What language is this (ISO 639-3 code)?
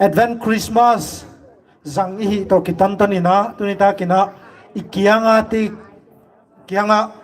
pck